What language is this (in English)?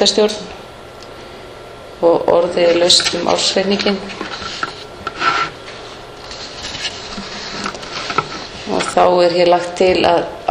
Icelandic